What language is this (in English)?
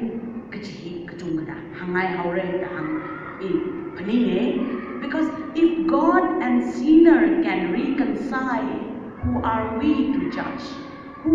Tangkhul Naga (India)